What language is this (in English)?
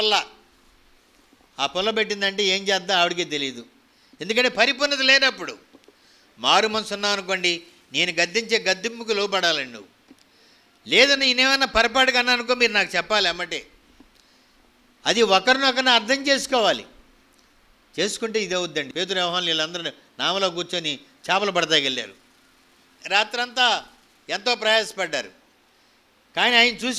Telugu